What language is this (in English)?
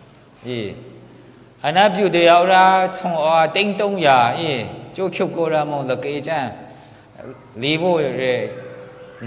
Maru